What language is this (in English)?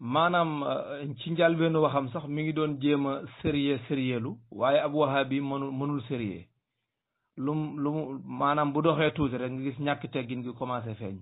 Wolof